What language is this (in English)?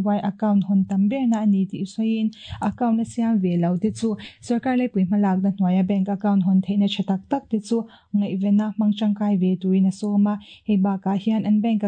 Mizo